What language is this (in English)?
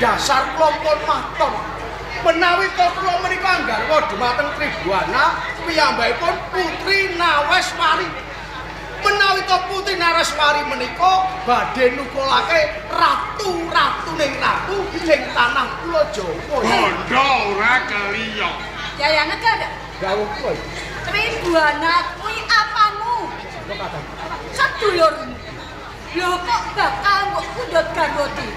Javanese